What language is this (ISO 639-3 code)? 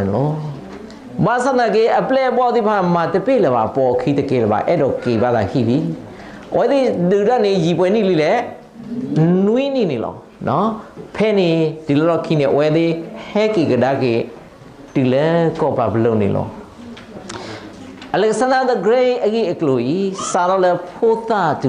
ksw